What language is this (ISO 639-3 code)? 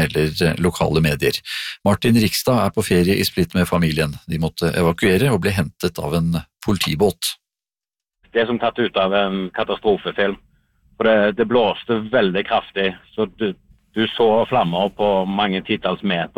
nor